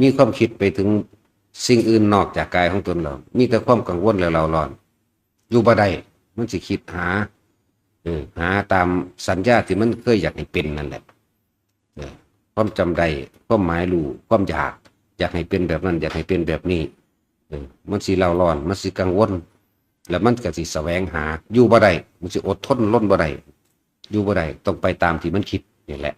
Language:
Northeastern Thai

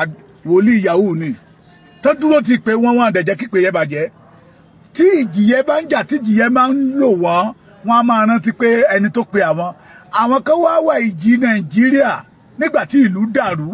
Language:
Yoruba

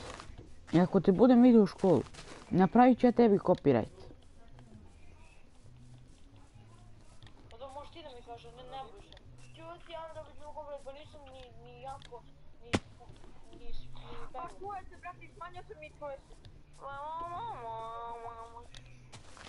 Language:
Croatian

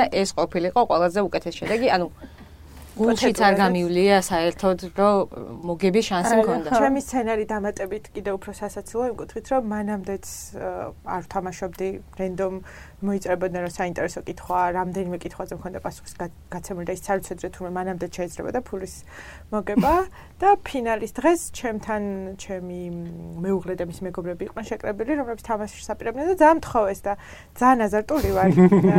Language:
Georgian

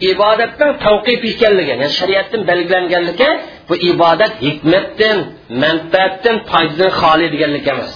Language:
Uyghur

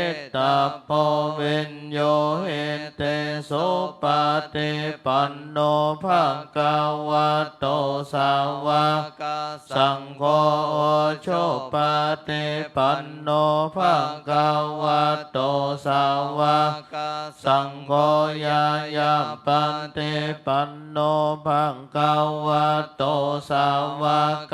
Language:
Pali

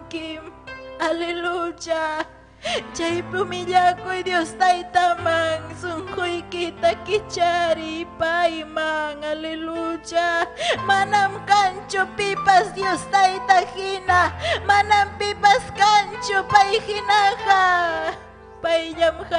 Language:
Ayacucho Quechua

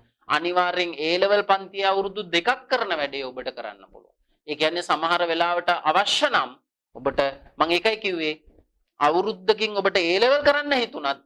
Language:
Sinhala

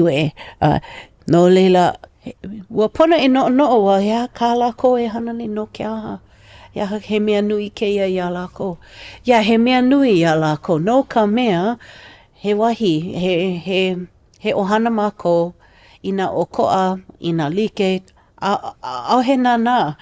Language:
Hawaiian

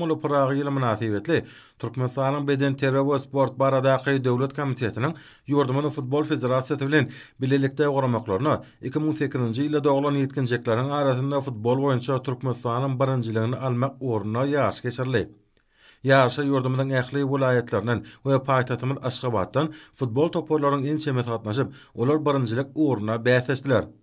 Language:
Turkmen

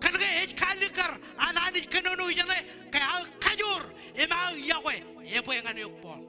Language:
Marshallese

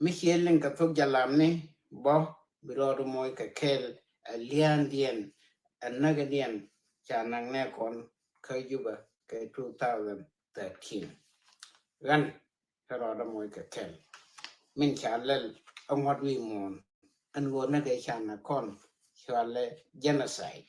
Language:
Nuer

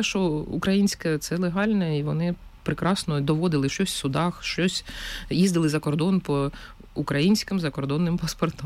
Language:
Ukrainian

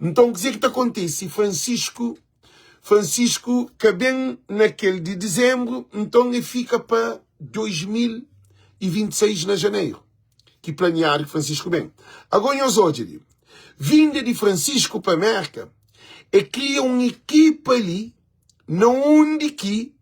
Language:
Kabuverdianu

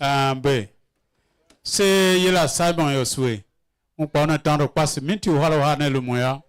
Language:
Tiv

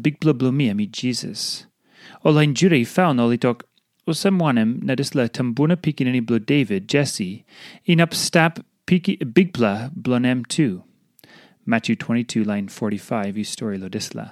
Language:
Tok Pisin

